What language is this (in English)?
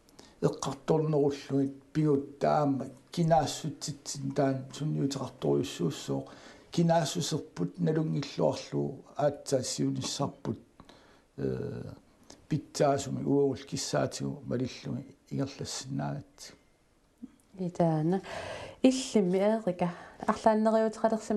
Kalaallisut